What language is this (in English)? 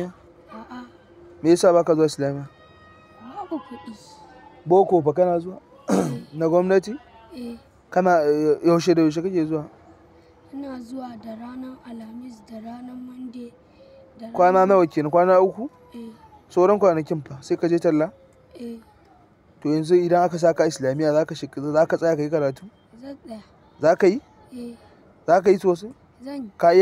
Hausa